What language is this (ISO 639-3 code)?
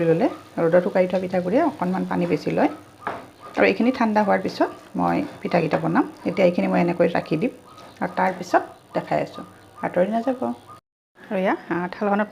asm